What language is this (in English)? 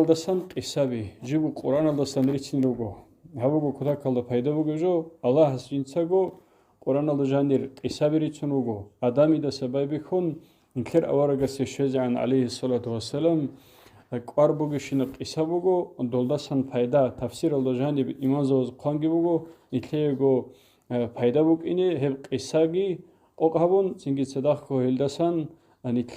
Avaric